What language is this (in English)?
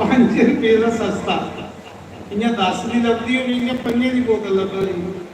Dogri